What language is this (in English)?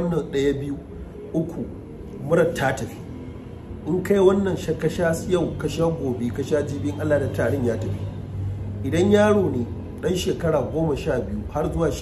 Hausa